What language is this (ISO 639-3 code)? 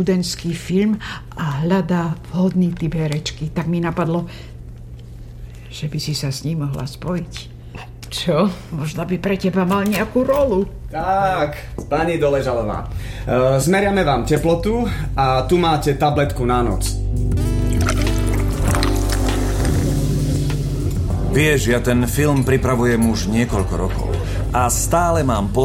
slk